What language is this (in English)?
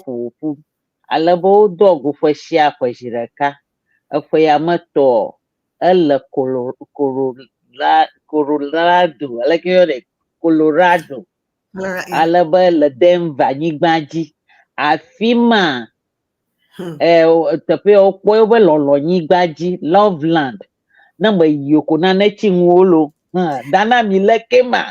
Ewe